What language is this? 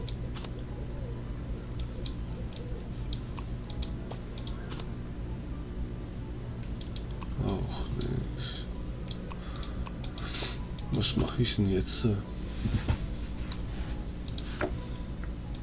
German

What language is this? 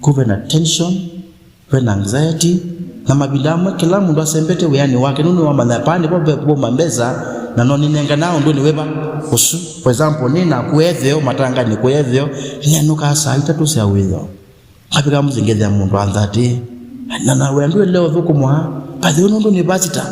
Kamba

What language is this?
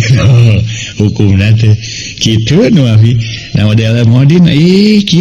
Sundanese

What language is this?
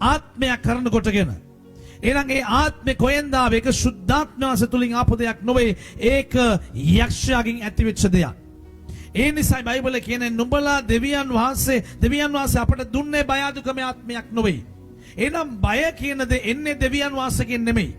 Sinhala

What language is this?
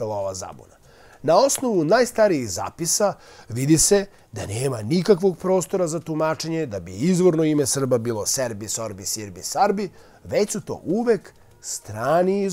Serbian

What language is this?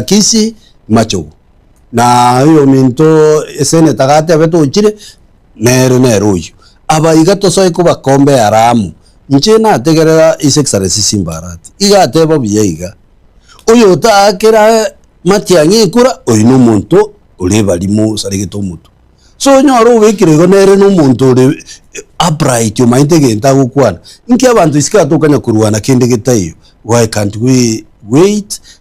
Gusii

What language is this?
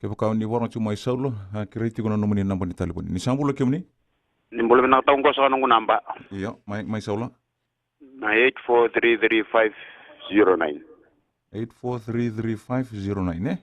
Fijian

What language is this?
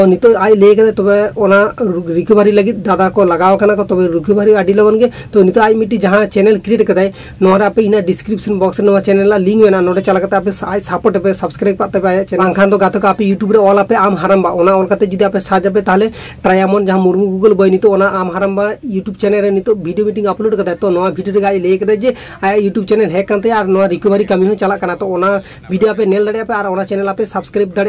Santali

